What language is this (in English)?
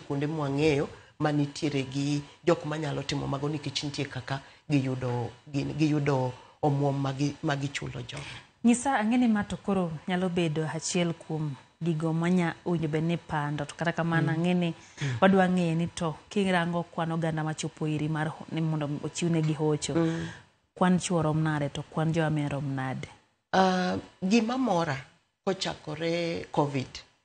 Luo (Kenya and Tanzania)